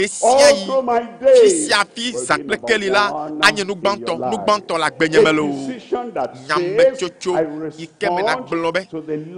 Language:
Ewe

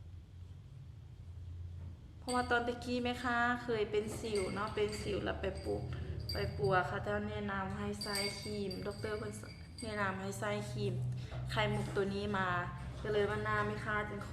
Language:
Lao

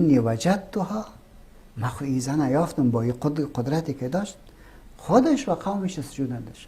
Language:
Persian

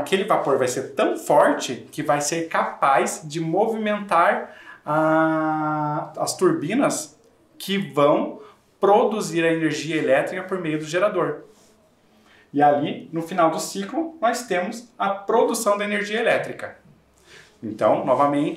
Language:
Portuguese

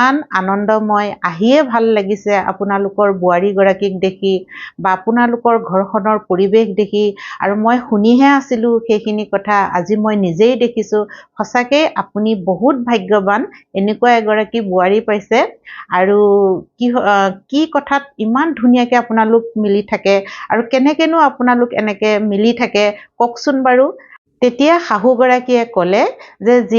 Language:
Assamese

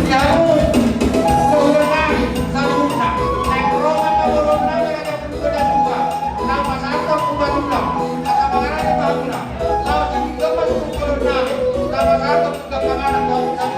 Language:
Batak Toba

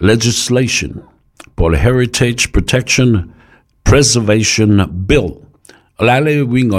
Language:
Samoan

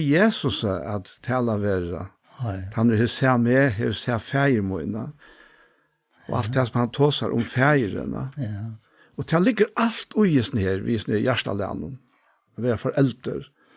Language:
Faroese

